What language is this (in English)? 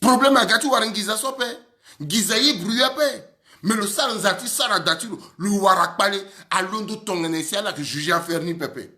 Sango